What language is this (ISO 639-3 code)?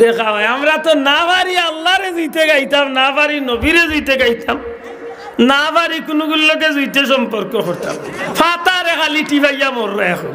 syl